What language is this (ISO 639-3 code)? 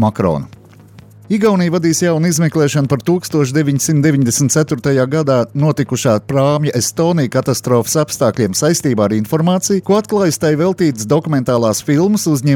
lav